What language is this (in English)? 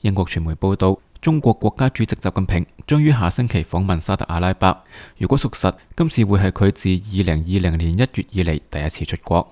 Cantonese